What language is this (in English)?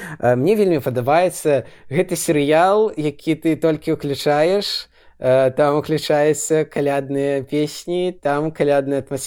Belarusian